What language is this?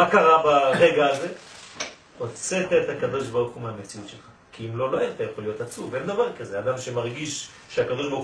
Hebrew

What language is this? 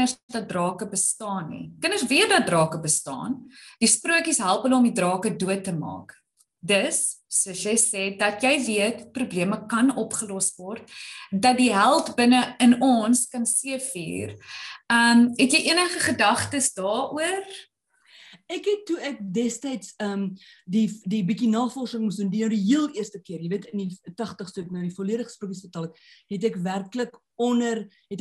Afrikaans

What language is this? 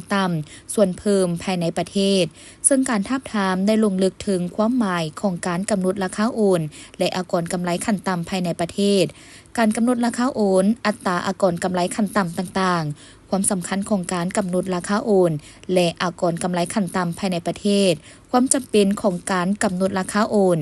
Lao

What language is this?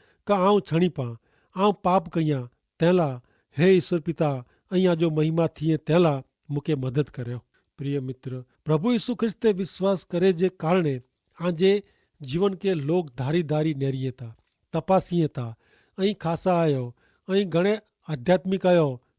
Kachhi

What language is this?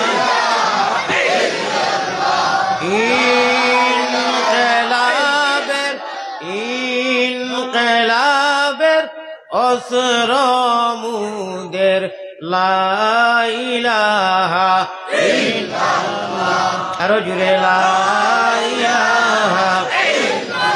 Sylheti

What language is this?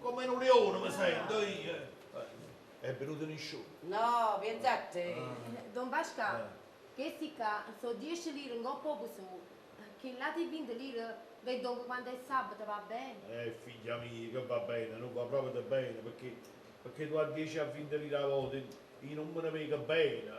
Neapolitan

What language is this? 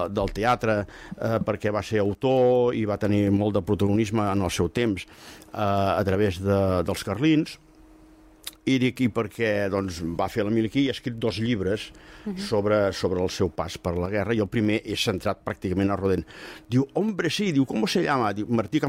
Catalan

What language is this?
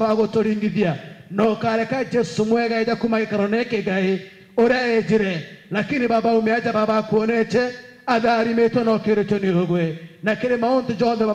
Meru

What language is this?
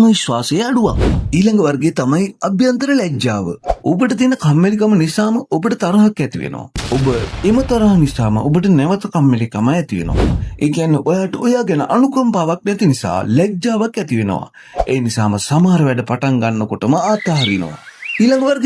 Sinhala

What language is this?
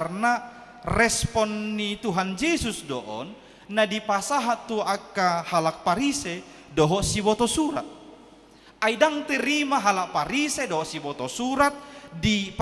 Batak Toba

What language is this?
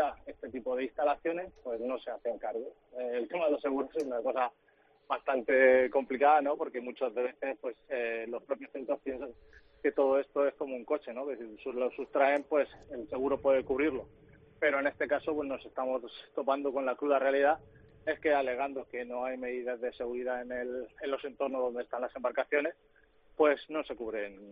Spanish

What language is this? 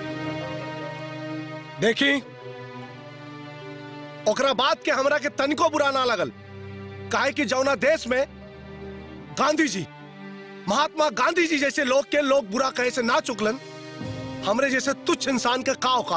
Bhojpuri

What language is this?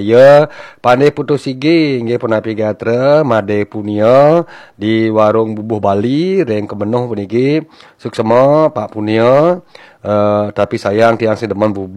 Balinese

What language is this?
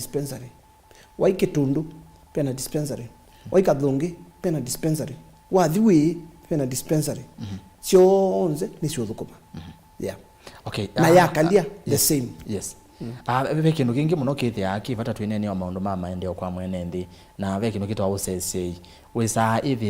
Kamba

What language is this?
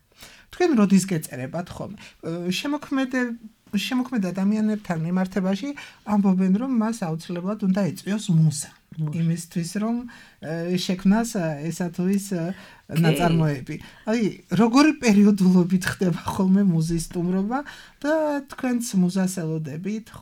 Georgian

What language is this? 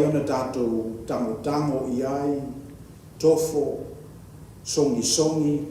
Samoan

